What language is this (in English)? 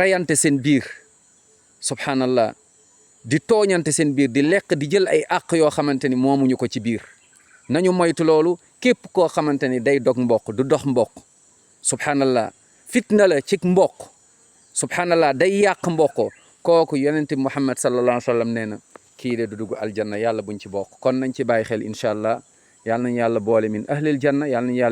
Wolof